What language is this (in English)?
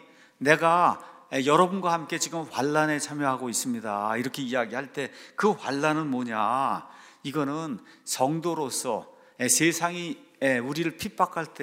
Korean